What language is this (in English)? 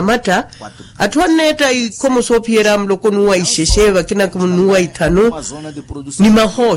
Makhuwa